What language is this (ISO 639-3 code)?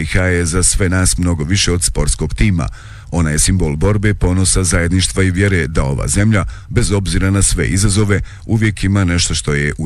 bos